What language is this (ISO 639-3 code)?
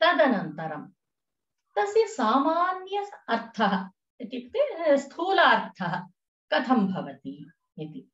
san